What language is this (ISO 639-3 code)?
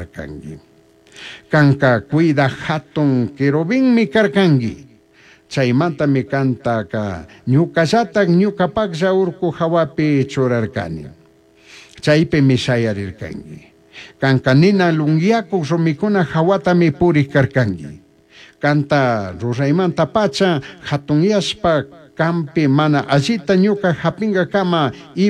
qug